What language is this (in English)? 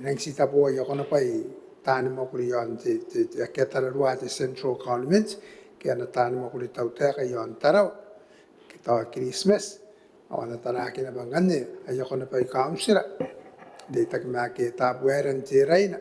Gilbertese